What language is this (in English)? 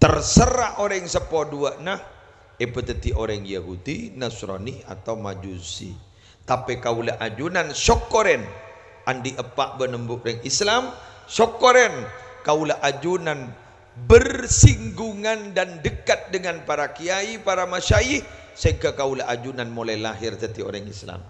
Madurese